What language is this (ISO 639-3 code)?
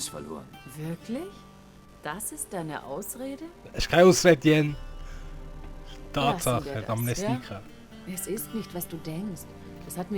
gsw